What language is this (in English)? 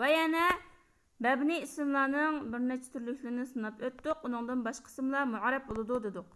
Uyghur